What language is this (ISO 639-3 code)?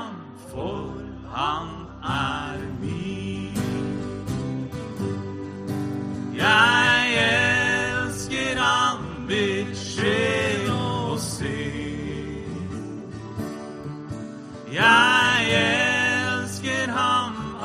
nor